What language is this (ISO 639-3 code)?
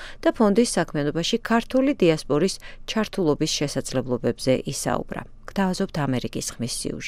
kat